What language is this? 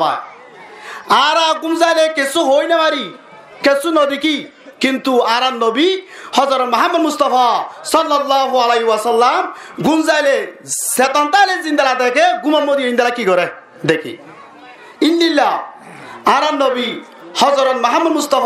Rohingya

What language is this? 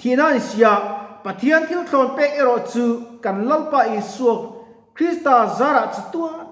Mizo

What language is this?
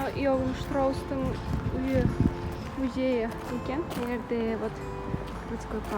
Kara-Kalpak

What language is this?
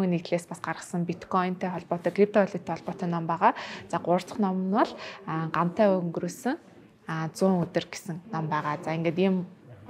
Mongolian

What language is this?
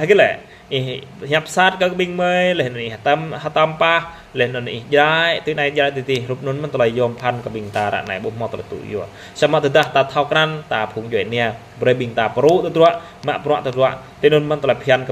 Jarai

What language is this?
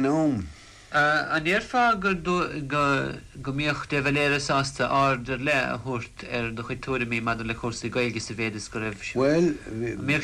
Irish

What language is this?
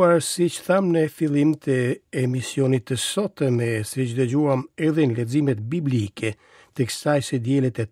Albanian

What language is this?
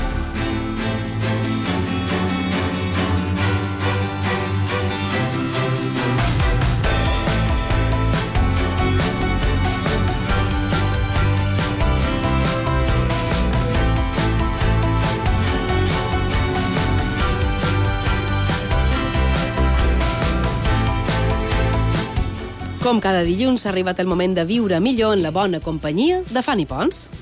Catalan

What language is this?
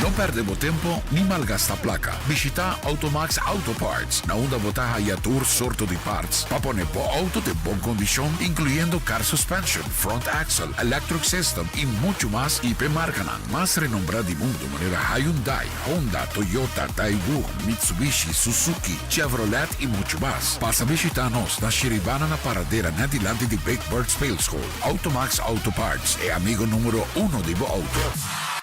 Papiamento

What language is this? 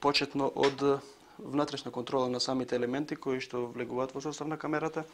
Macedonian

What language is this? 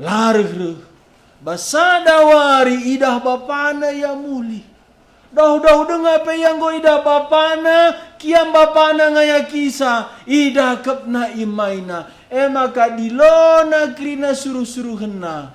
Batak Karo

